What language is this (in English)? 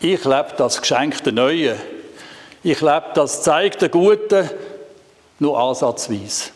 Swiss German